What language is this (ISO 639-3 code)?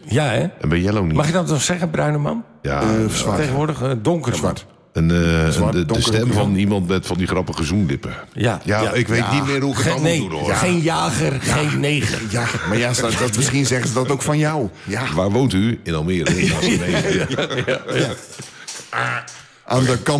nld